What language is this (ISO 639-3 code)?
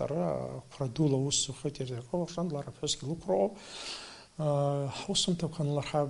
abk